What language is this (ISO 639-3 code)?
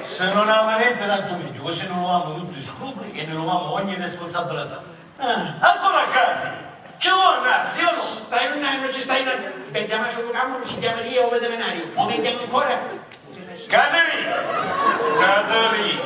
scn